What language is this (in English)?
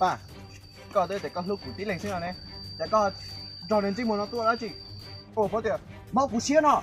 Hmong